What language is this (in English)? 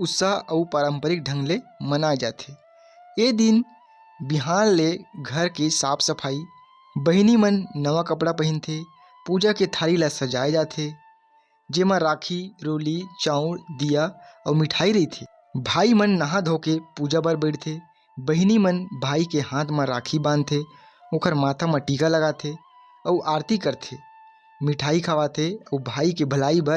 Chhattisgarhi